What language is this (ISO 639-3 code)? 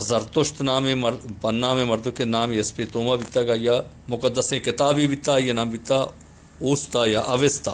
bgp